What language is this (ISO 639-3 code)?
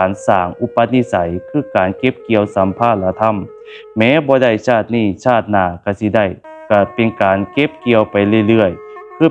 lao